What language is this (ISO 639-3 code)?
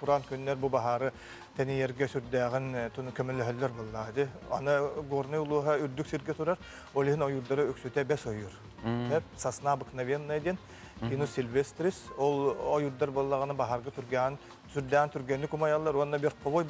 sah